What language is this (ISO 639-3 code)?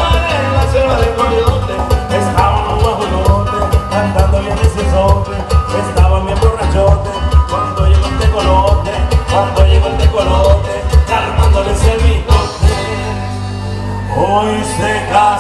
spa